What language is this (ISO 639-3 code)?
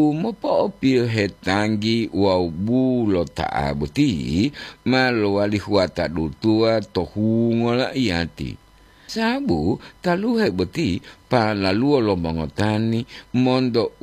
gor